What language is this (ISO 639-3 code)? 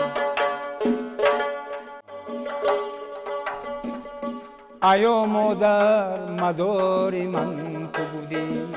fas